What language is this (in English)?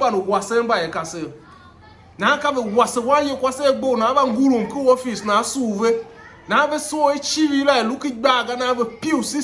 Tiv